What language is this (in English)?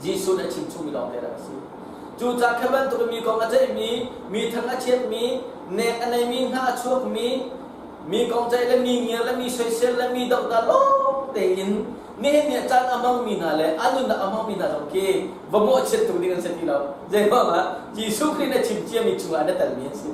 Hakha Chin